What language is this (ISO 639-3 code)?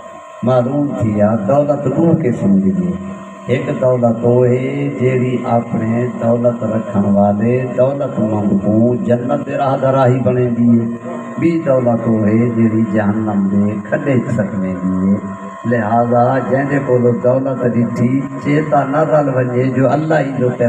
skr